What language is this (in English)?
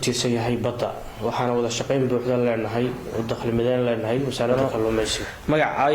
Somali